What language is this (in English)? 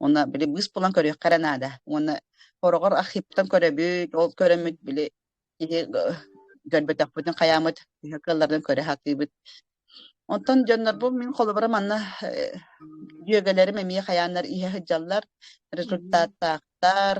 Yakut